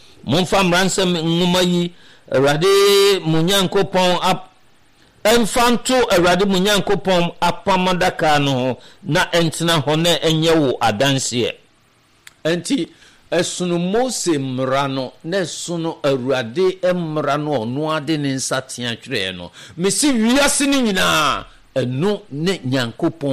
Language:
Akan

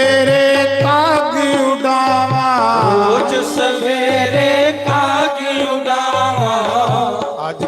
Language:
Dogri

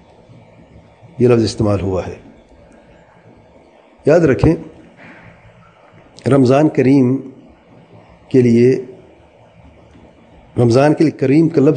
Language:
Urdu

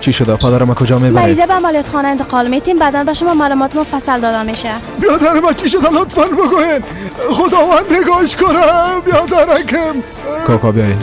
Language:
Persian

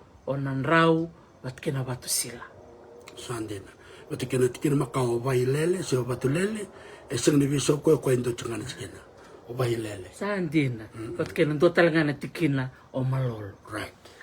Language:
Fijian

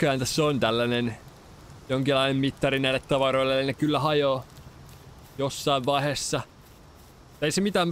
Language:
Finnish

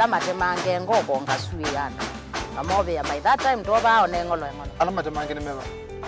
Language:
Kamba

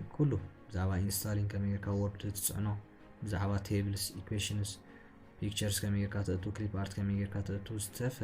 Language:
Tigrinya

